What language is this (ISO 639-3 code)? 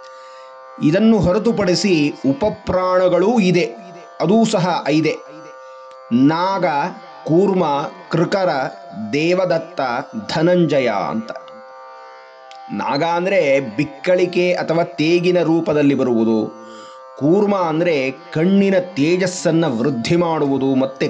kan